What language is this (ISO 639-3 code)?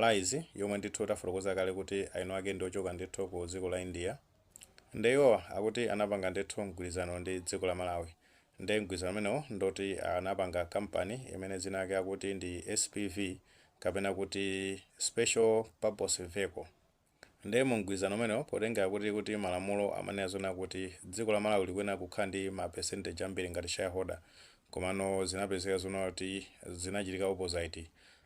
nya